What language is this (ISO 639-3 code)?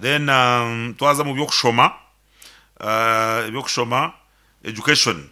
nyn